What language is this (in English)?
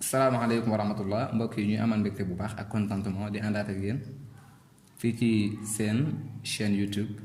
Wolof